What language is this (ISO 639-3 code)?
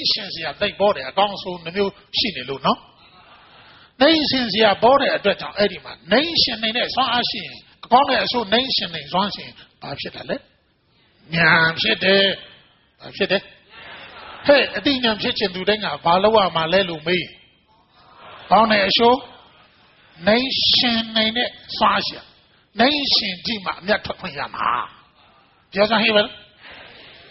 mya